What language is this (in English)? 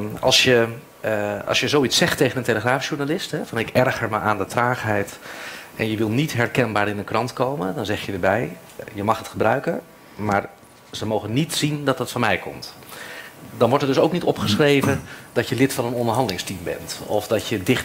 Dutch